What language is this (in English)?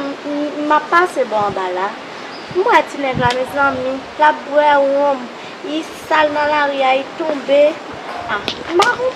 Haitian Creole